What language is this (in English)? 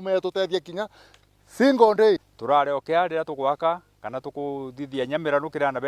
Meru